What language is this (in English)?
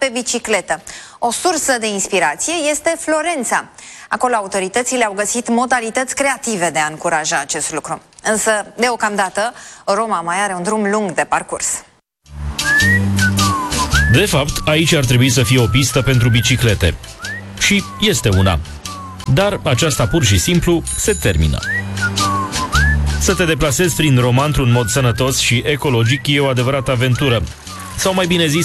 Romanian